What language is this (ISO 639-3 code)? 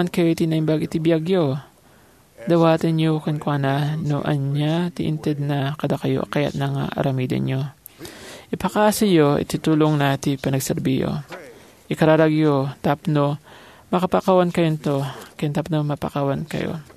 ilo